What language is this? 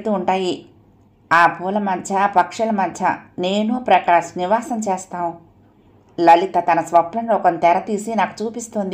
Telugu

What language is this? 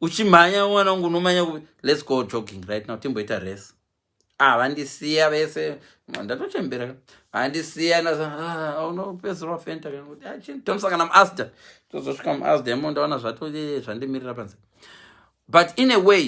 Shona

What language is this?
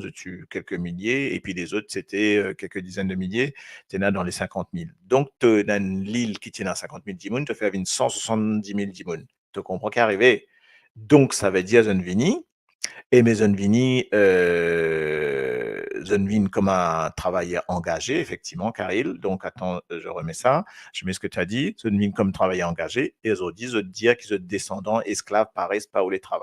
Morisyen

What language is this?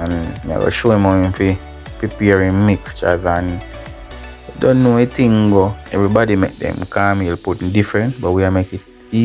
Jamaican Creole English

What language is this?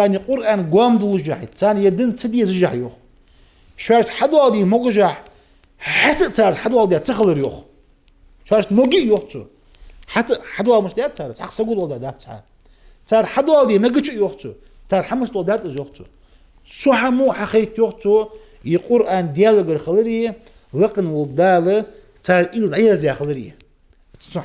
Ingush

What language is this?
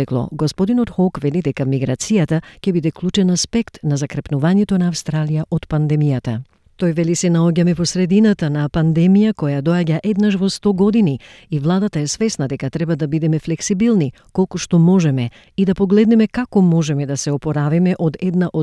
Macedonian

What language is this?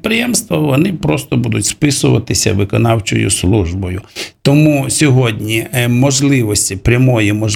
Ukrainian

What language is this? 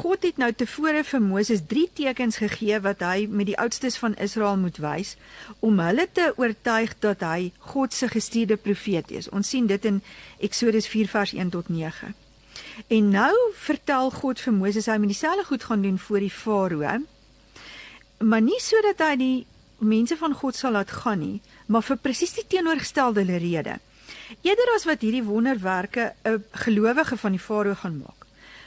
Afrikaans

